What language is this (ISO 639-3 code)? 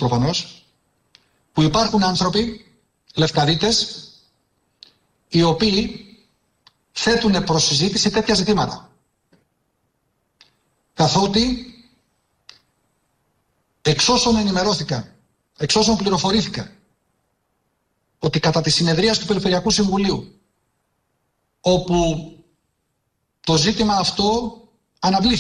ell